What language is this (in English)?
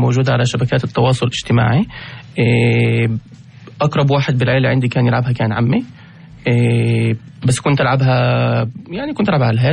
North Levantine Arabic